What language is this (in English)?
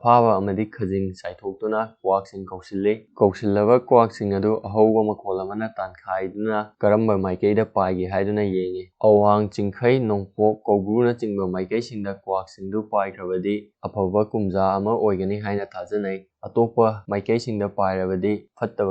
Manipuri